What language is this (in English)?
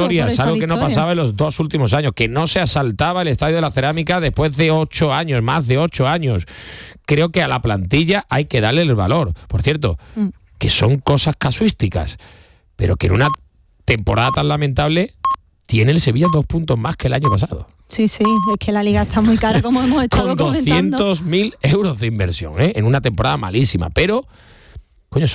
Spanish